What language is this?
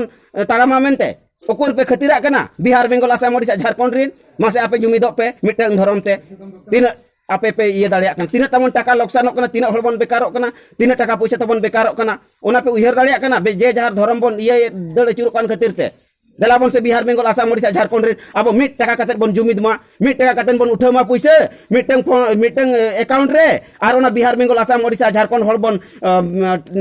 Santali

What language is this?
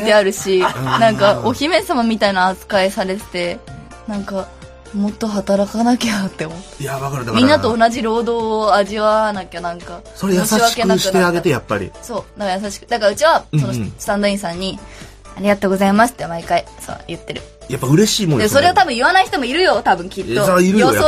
Japanese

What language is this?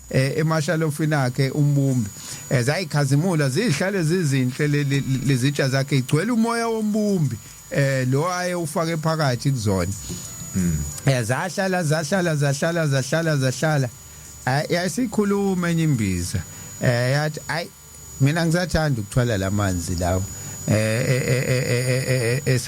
Zulu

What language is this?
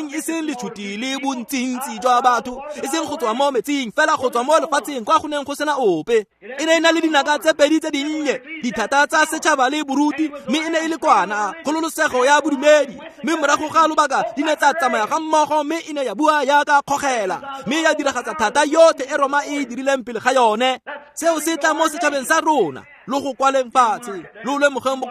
Tswana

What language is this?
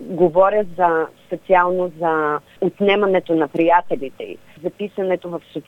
Bulgarian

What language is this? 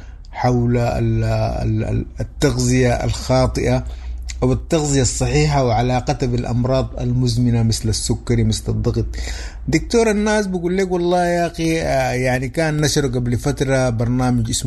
Sudanese Arabic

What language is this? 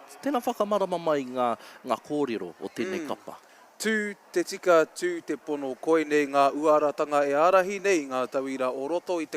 Māori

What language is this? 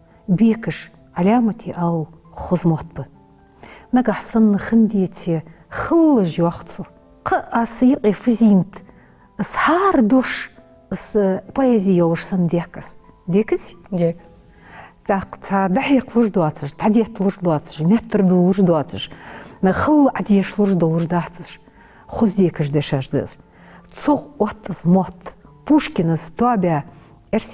Ingush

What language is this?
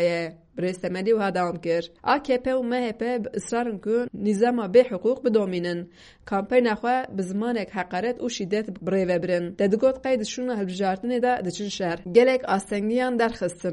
Kurdish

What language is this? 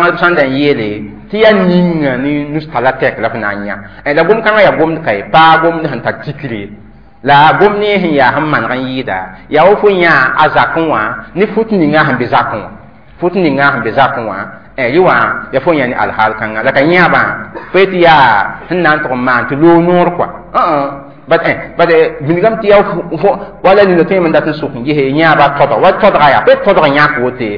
Mossi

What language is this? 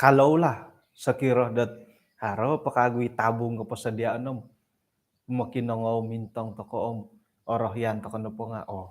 Central Dusun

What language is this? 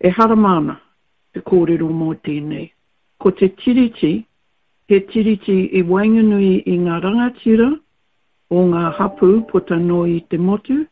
Māori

